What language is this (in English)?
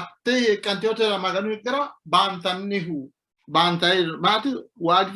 Sidamo